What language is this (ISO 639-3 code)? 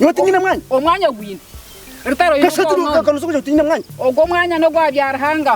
nyn